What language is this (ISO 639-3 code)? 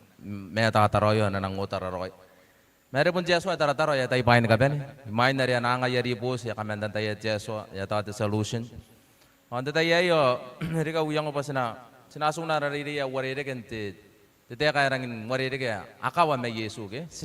gil